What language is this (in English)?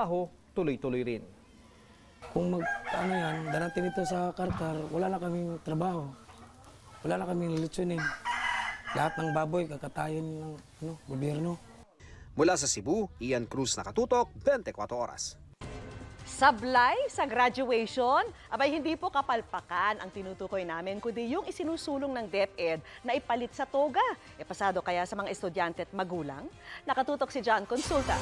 Filipino